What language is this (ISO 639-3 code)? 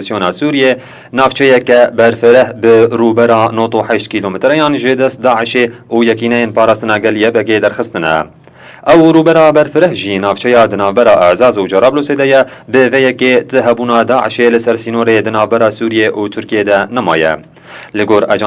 kur